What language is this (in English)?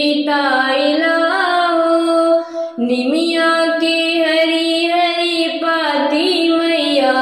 Bhojpuri